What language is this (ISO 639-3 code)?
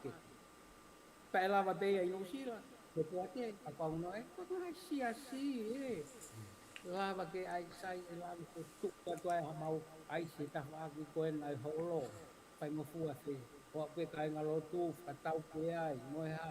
ton